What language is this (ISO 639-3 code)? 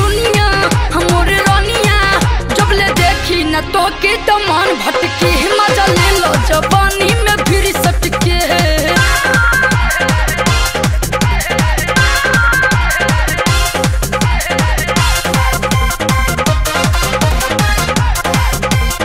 bho